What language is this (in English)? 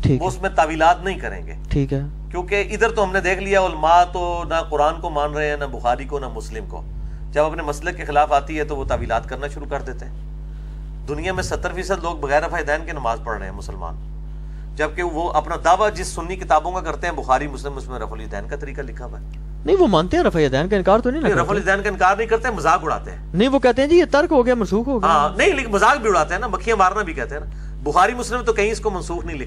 Urdu